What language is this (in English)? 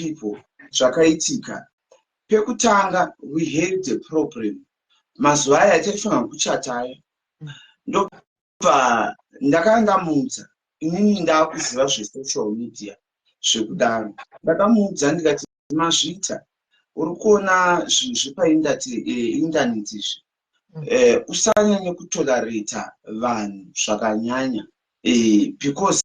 Shona